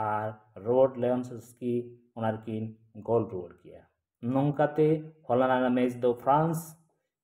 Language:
Santali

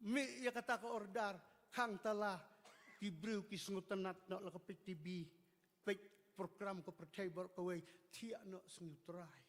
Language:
Khasi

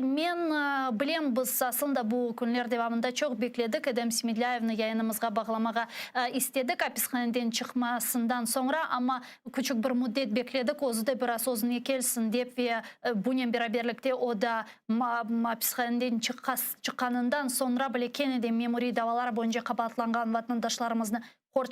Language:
Crimean Tatar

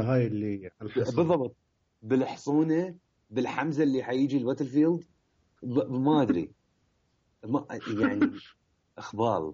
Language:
Mesopotamian Arabic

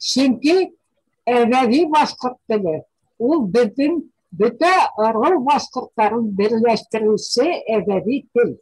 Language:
Bashkir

